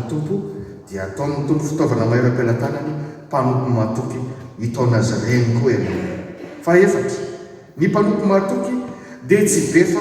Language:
Malagasy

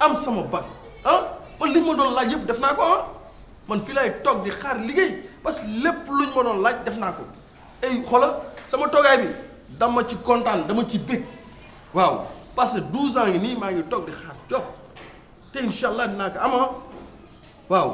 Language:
Wolof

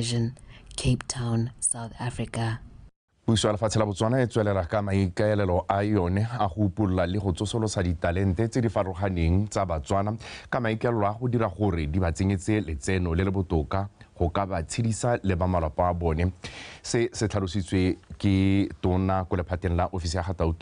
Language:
Tswana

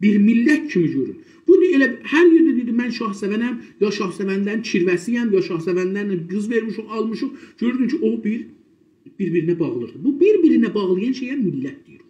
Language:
South Azerbaijani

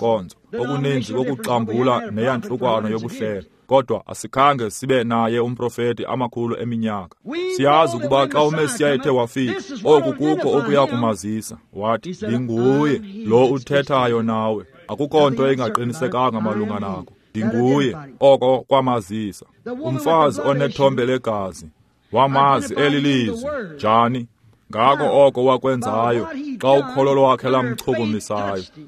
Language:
Xhosa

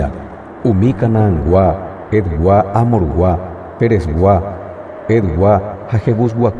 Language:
Guarani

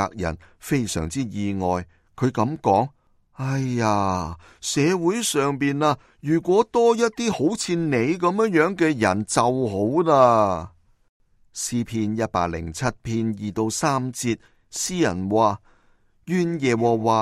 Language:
Cantonese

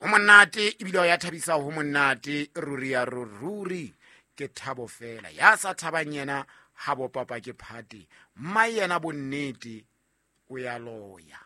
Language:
Southern Sotho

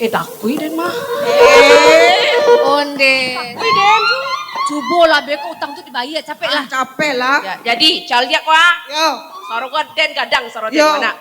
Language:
Minangkabau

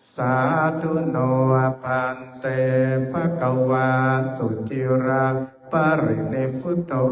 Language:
Pali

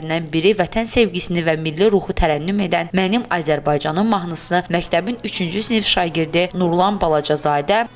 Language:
Azerbaijani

